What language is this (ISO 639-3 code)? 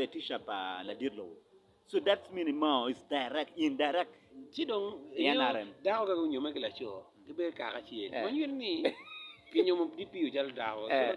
ach